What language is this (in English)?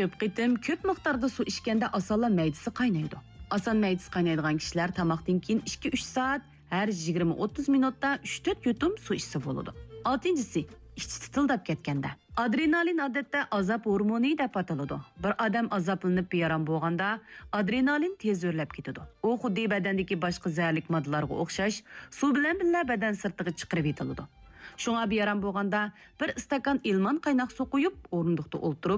Uyghur